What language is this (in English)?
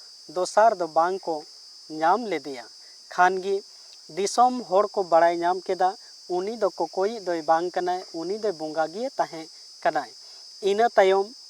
Santali